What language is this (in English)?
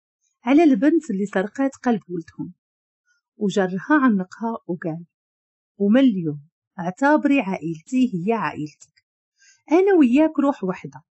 Moroccan Arabic